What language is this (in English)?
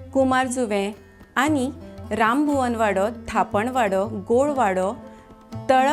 Konkani